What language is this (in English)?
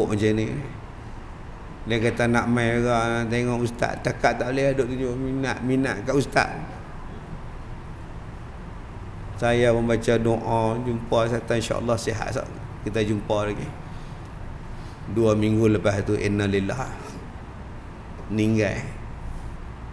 Malay